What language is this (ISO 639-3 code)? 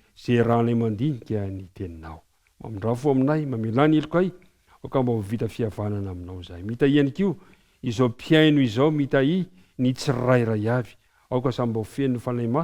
mlg